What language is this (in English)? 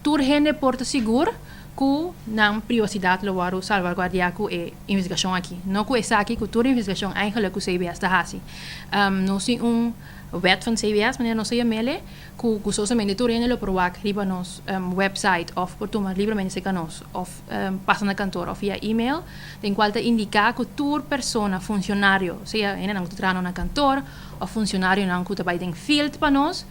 Papiamento